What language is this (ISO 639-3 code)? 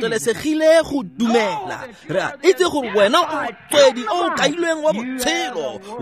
tsn